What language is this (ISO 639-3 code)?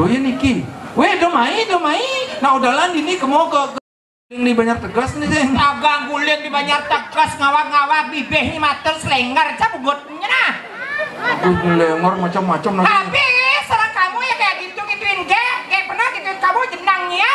ban